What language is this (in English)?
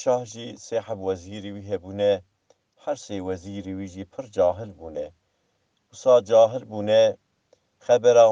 Kurdish